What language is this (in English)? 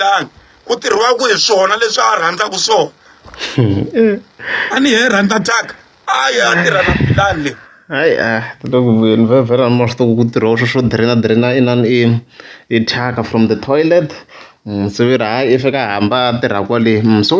Tsonga